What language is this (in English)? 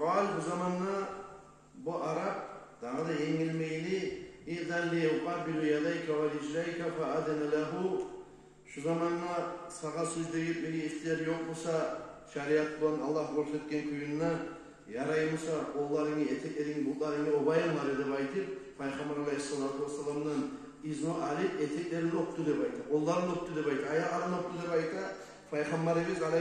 Kumyk